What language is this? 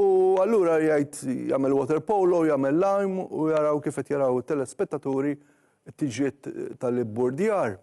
Maltese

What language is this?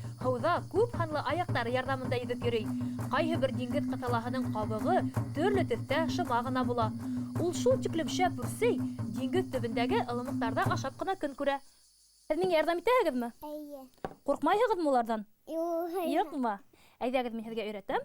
Bashkir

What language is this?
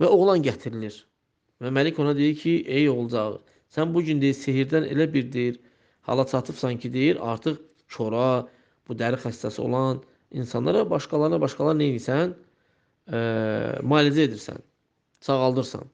Azerbaijani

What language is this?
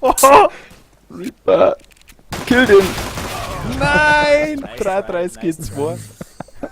Bavarian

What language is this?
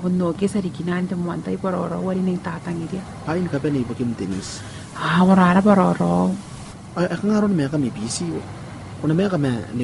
Gilbertese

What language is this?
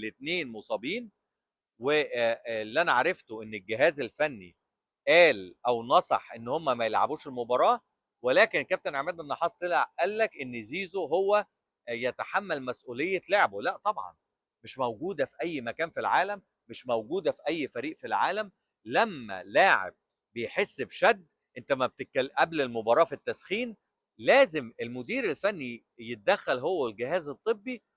Egyptian Arabic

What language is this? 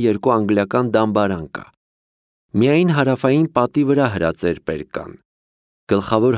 Armenian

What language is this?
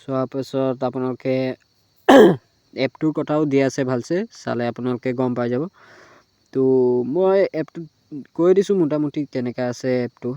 Assamese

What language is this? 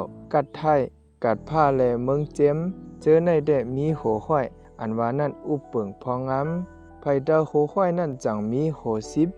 Shan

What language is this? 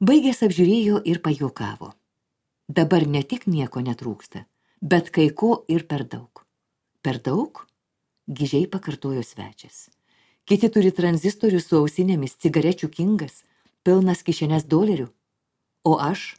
Lithuanian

